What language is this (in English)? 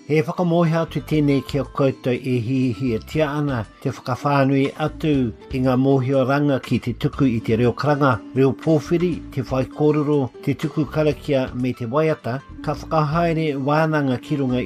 Māori